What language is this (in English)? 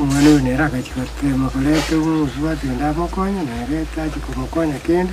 Gusii